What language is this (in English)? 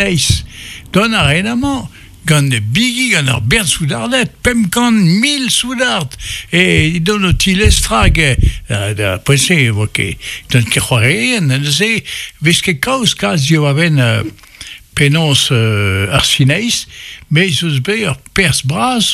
Breton